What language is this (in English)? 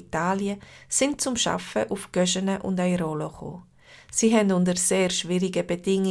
Swiss German